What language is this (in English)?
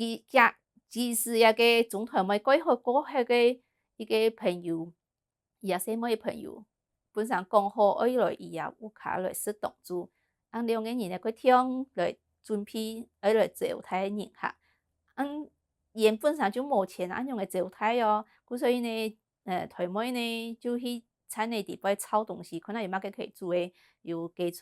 Hakka Chinese